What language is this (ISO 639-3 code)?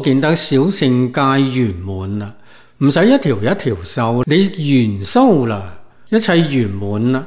yue